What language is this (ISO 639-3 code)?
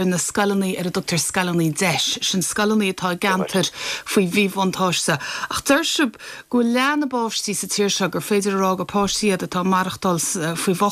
gle